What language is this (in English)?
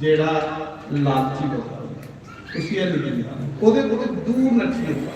Dogri